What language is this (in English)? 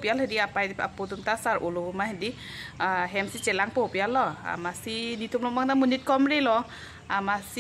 Karbi